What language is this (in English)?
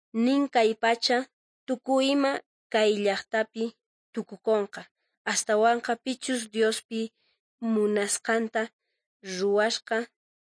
South Bolivian Quechua